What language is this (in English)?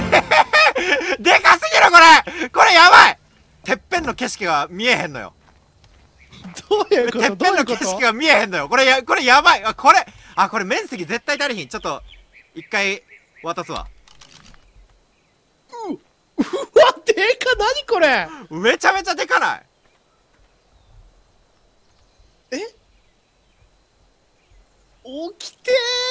Japanese